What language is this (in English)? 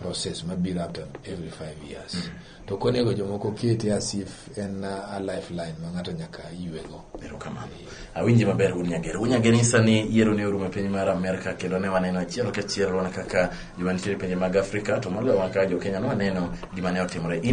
Luo (Kenya and Tanzania)